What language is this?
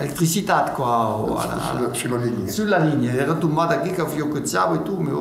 Occitan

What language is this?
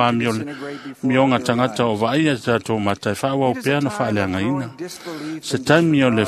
Samoan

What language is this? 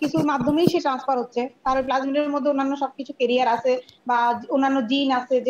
Bangla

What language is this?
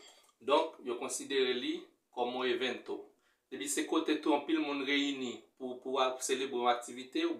Haitian Creole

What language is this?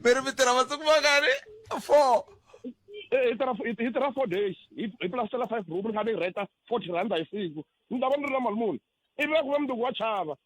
Tsonga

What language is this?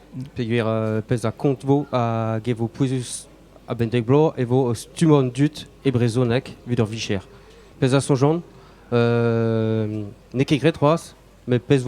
Breton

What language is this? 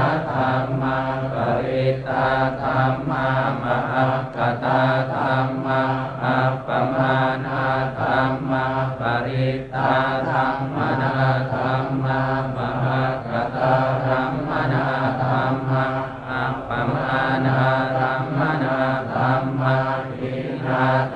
Pali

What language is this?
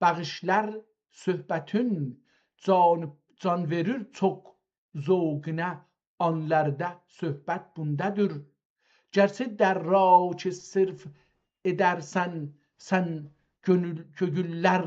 South Azerbaijani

